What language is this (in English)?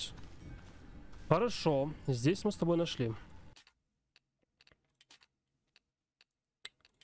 Russian